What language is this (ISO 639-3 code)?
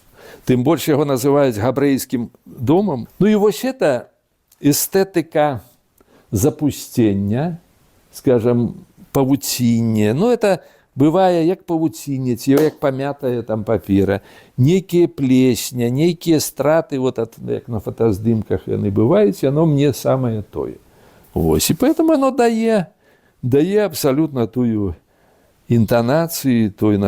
bel